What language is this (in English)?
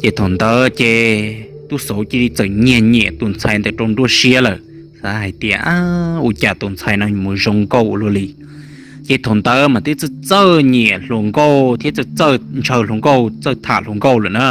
Hmong